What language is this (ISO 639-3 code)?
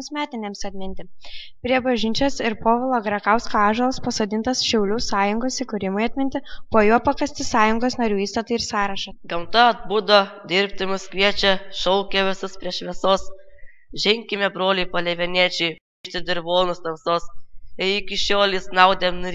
lit